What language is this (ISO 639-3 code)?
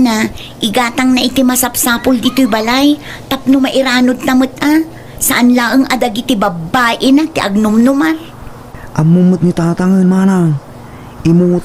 ilo